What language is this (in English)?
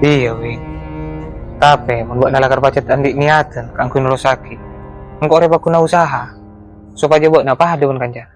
Madurese